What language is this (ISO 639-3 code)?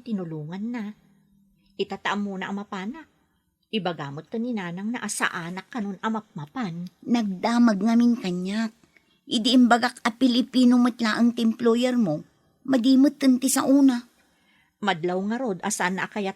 ilo